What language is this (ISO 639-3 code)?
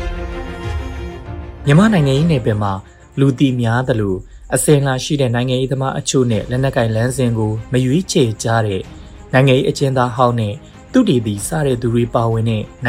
mya